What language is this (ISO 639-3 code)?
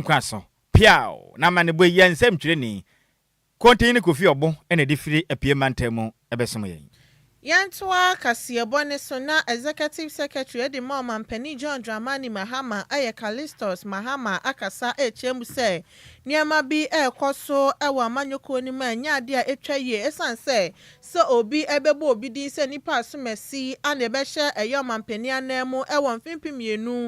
aka